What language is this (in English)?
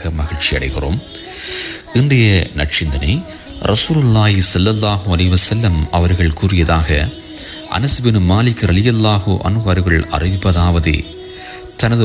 Tamil